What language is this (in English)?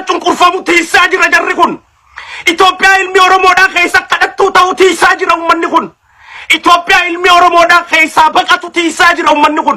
Oromo